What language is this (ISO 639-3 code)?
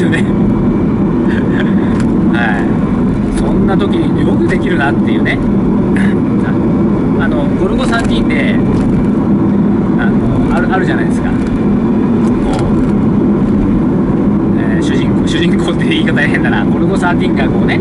jpn